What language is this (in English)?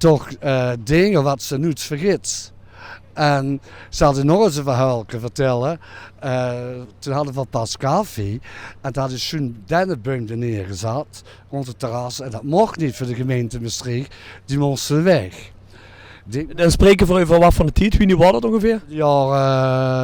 Limburgish